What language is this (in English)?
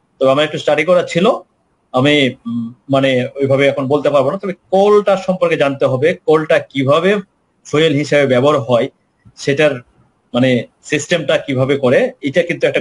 Bangla